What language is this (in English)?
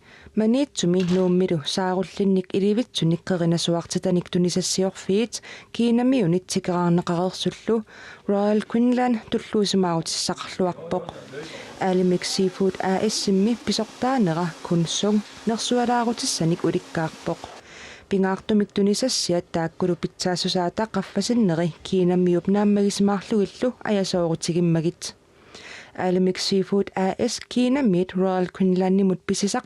Kalaallisut